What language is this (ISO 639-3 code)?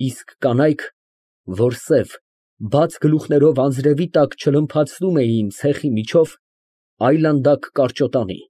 hye